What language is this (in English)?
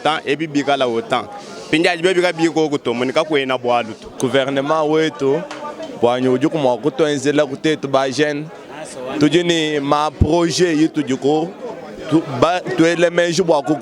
Luba-Lulua